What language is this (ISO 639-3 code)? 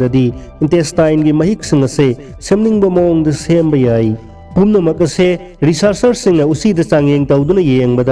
mni